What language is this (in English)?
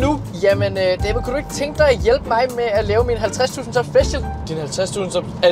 Danish